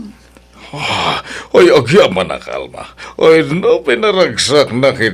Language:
Iloko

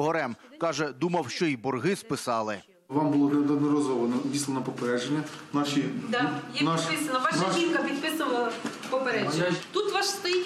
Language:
Ukrainian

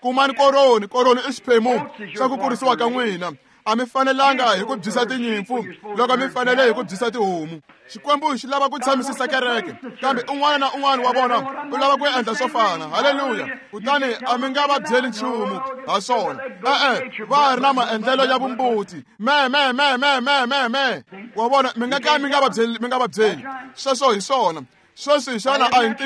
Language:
Tsonga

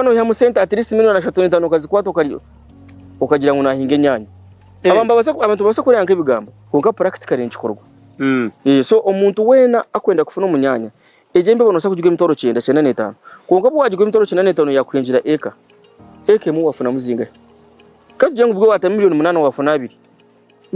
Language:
Nyankole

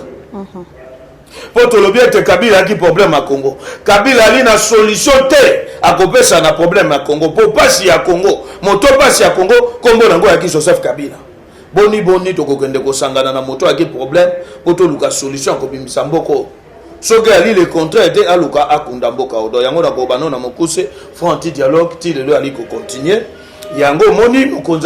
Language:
Lingala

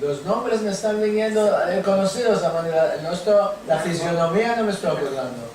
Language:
Ladino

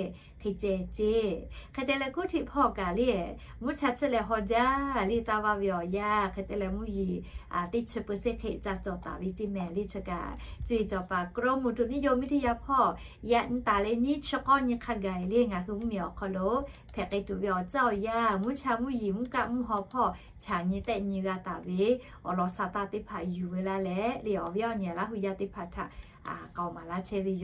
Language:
Lahu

